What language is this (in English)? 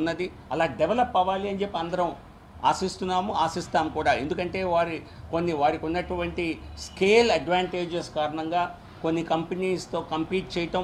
Telugu